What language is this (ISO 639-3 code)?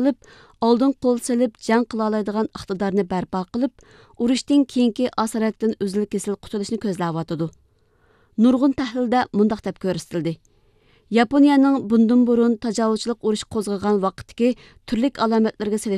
uig